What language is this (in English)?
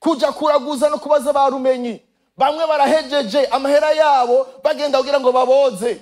Rundi